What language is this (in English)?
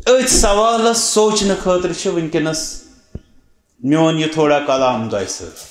Kashmiri